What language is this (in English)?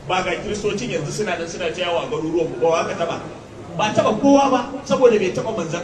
Hausa